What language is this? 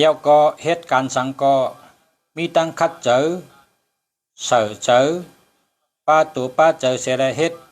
Shan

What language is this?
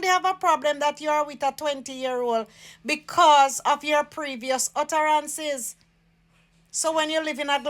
Jamaican Creole English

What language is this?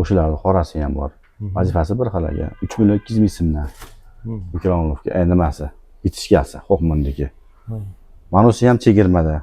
Uzbek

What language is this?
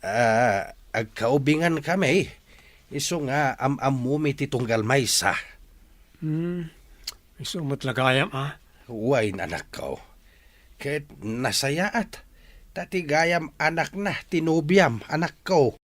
Iloko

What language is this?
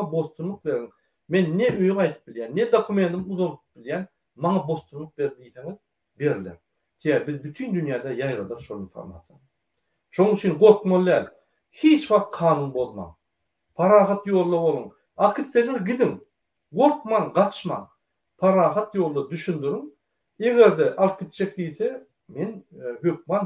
Turkmen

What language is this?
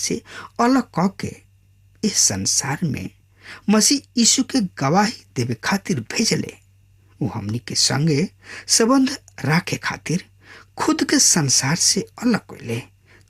Bhojpuri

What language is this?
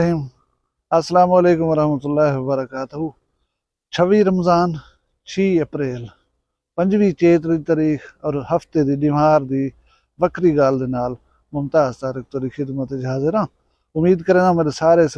Saraiki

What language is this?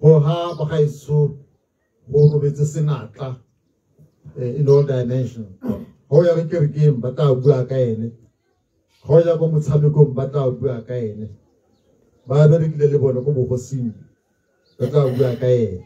Tswana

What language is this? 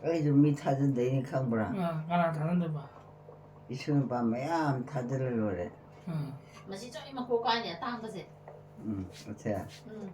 Manipuri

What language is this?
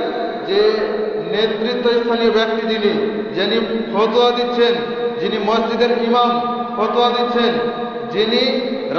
Bangla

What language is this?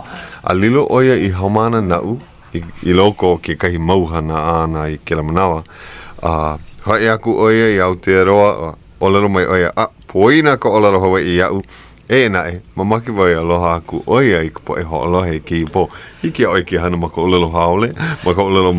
Hawaiian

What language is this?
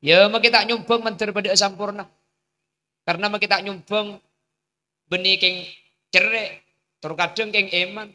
Madurese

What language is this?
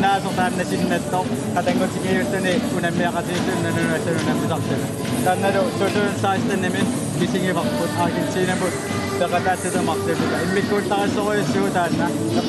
Kalaallisut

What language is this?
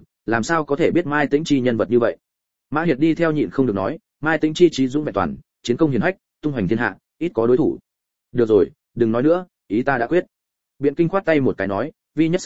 Vietnamese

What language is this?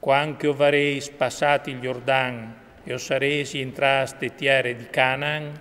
Friulian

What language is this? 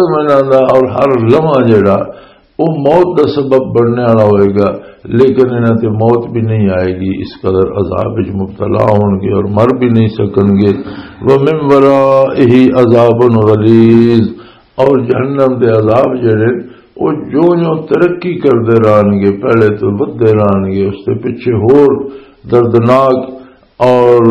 Western Panjabi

